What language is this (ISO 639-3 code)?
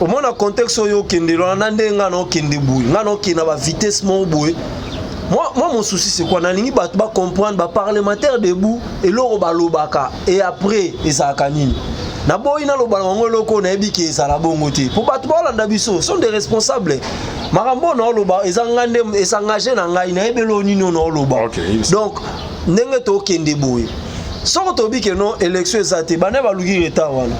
lin